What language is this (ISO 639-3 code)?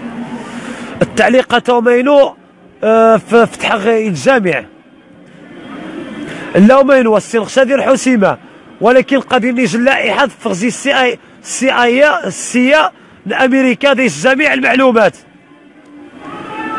ary